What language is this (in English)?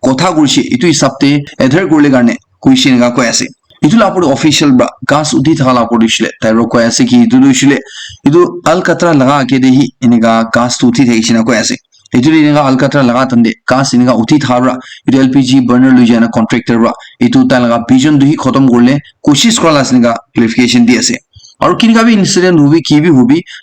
Naga Pidgin